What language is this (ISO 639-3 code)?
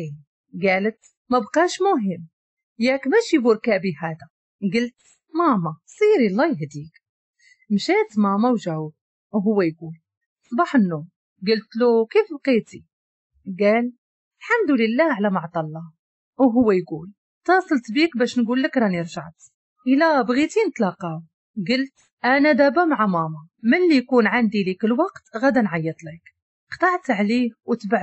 ary